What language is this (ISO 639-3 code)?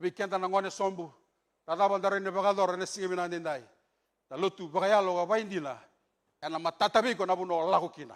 fij